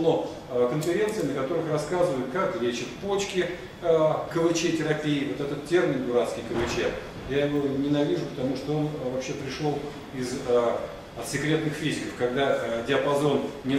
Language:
Russian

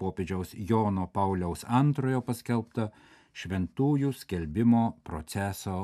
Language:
Lithuanian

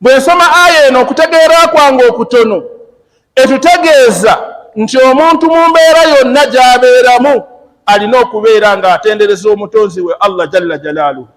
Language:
Ganda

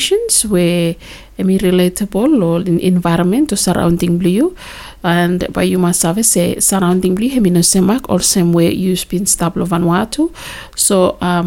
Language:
Bislama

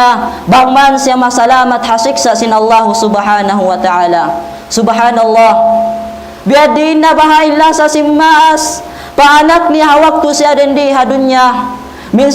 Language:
Tausug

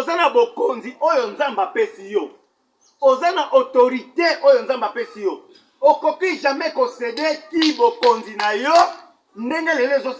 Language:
Lingala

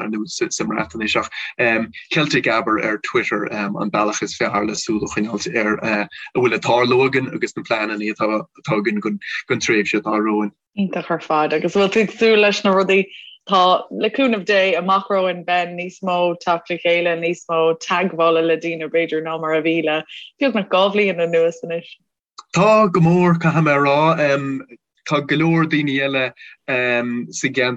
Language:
Irish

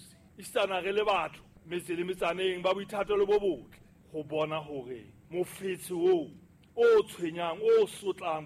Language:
Southern Sotho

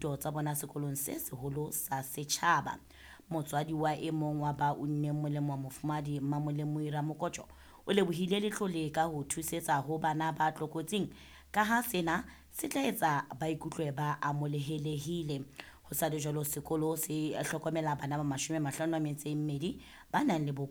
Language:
Southern Sotho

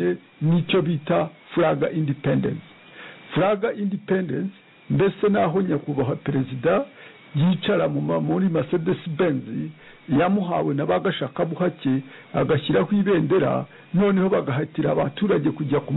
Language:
Kinyarwanda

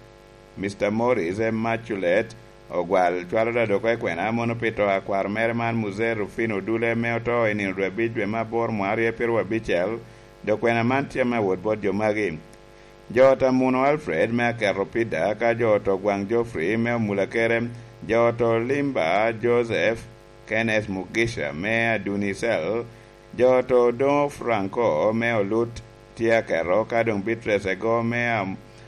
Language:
Lango (Uganda)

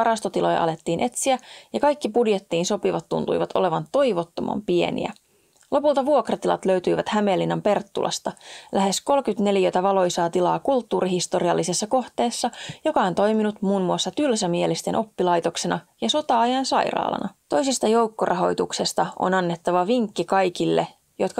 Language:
Finnish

